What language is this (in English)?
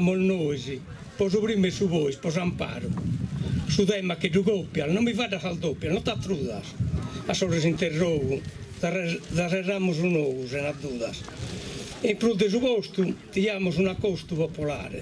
Sardinian